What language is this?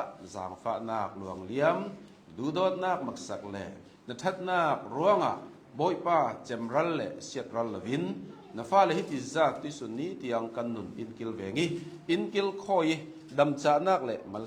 Hakha Chin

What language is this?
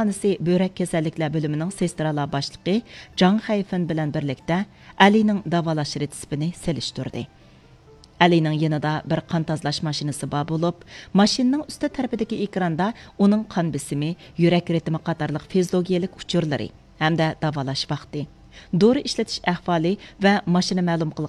Uyghur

